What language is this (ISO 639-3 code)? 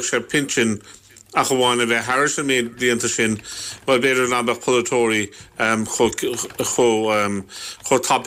gle